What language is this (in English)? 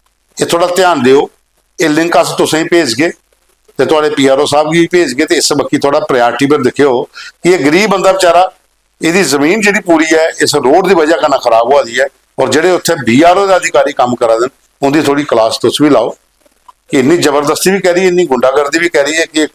Dogri